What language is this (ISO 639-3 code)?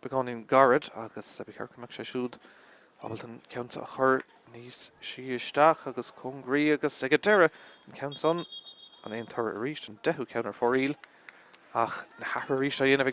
gle